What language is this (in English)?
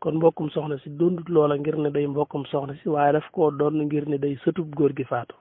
Wolof